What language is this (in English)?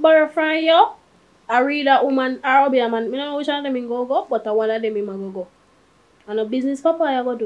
Jamaican Creole English